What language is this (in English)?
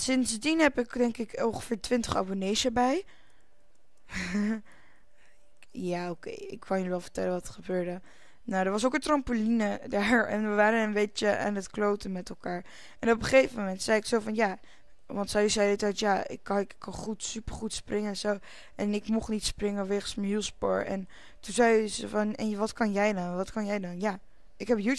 Dutch